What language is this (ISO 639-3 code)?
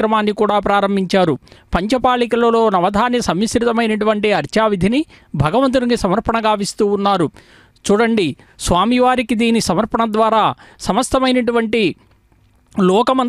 tel